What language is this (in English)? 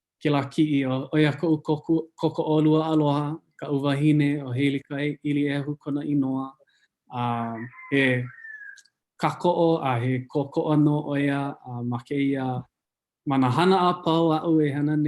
Hawaiian